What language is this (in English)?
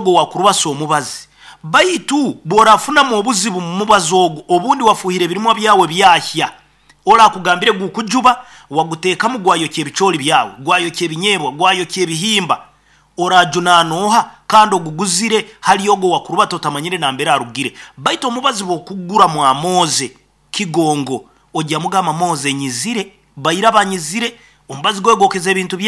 Nyankole